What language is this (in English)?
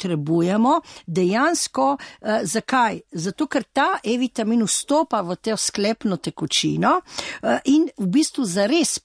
Slovenian